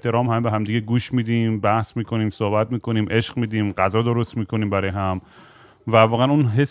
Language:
Persian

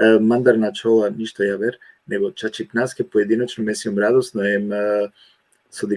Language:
Balkan Romani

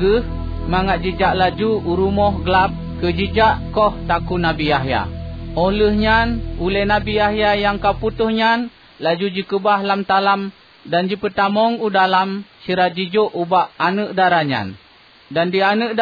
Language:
Achinese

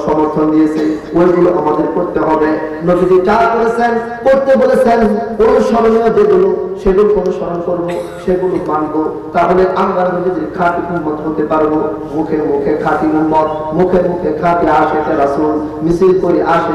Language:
Bangla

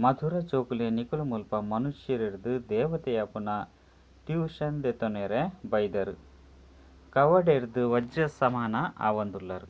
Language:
Tulu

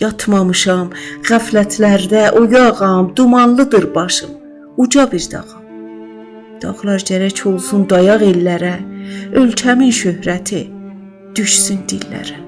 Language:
South Azerbaijani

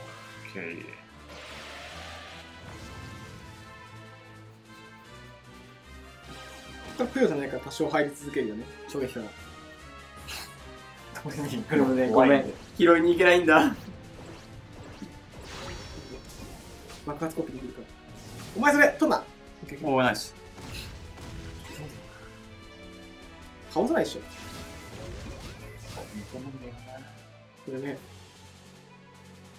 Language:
Japanese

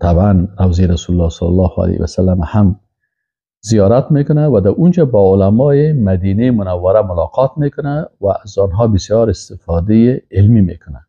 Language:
Persian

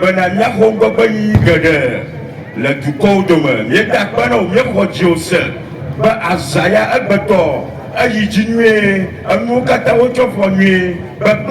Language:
Ewe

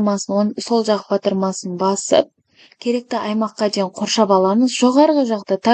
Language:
Kazakh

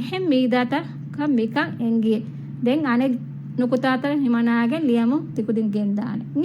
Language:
Divehi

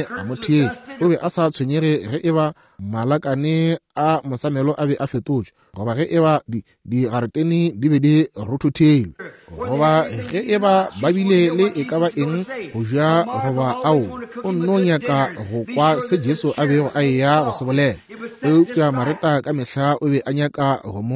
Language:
Northern Sotho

